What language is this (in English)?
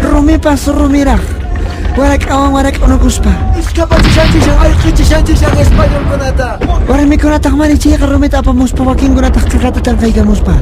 Quechua